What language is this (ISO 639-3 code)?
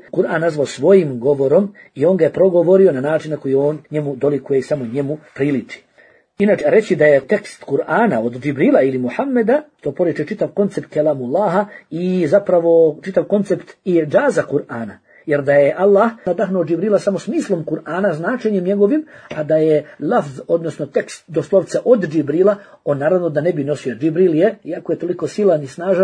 bos